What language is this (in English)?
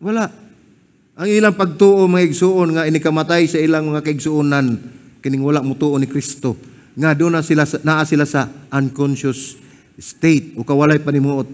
Cebuano